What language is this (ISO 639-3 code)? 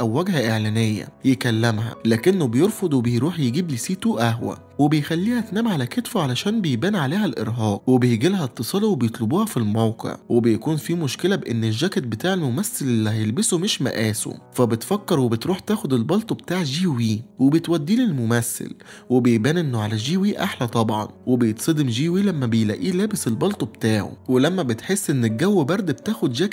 arz